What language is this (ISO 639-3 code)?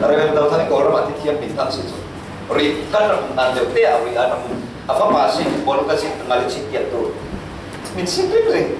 cfm